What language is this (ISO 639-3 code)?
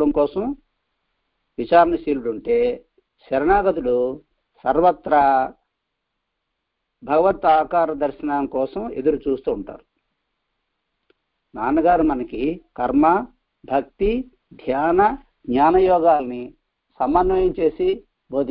tel